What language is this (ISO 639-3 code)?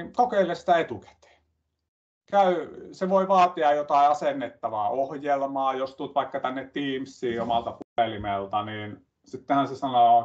fin